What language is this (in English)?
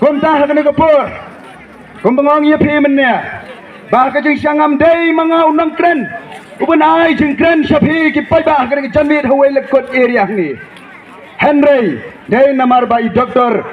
Khasi